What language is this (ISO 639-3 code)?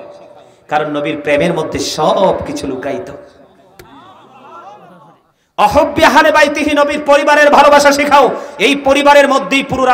ben